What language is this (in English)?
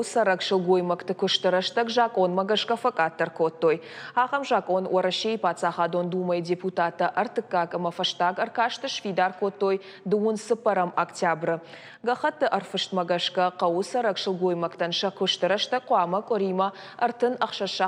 Ossetic